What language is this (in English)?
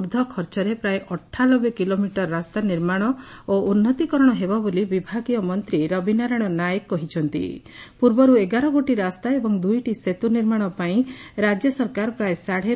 Odia